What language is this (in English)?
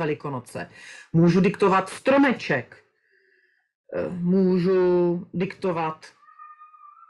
Czech